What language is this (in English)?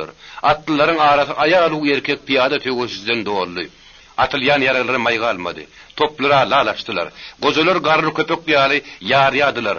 Turkmen